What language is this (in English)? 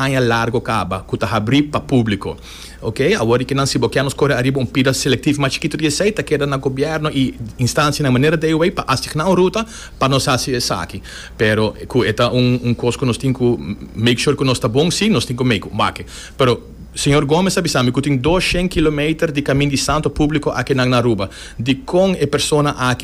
Papiamento